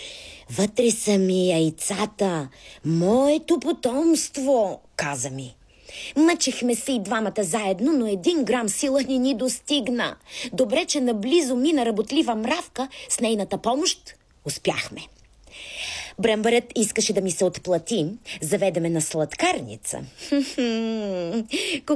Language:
Bulgarian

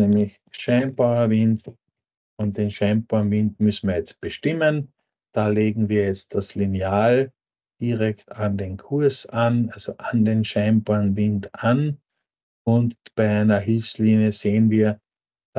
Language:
German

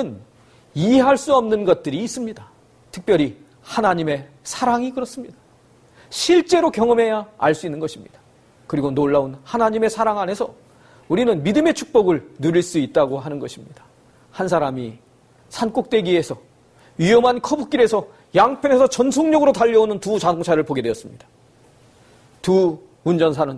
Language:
Korean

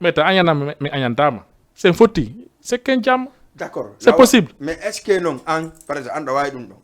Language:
Fula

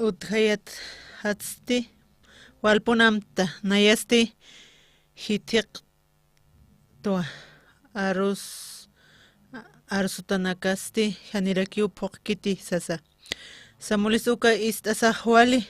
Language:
Aymara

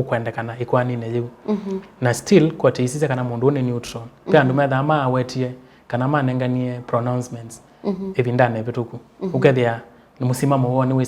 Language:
Kamba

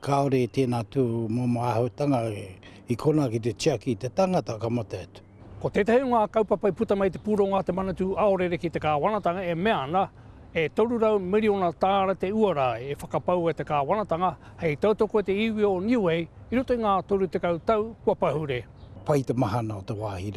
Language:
Māori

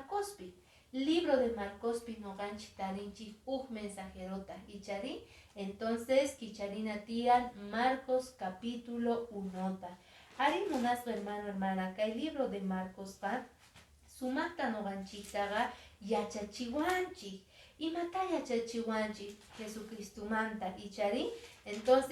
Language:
Quechua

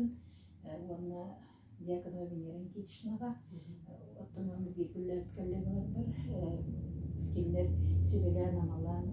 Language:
Yakut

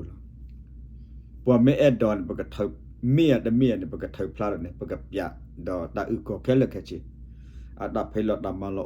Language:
S'gaw Karen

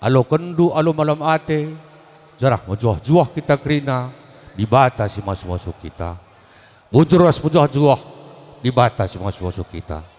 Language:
Batak Karo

